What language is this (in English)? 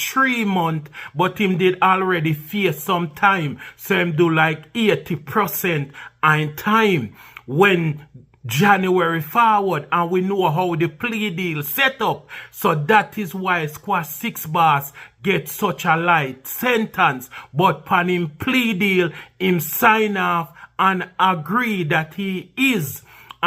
Jamaican Creole English